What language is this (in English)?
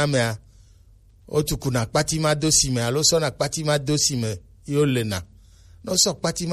Gen